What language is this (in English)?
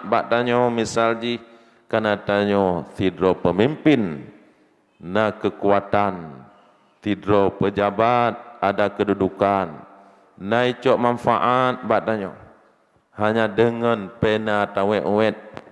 Achinese